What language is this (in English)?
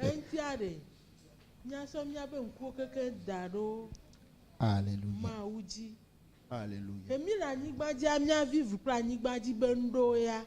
Ewe